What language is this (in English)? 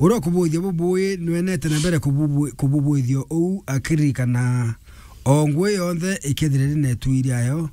Meru